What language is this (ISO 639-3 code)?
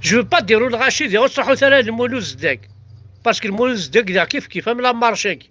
kab